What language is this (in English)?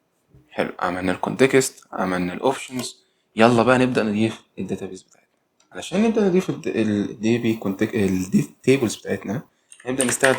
Egyptian Arabic